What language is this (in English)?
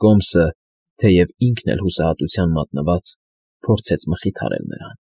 Armenian